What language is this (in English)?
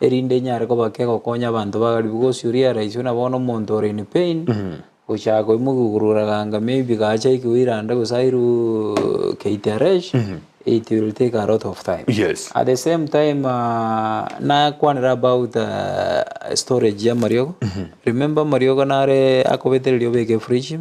Gusii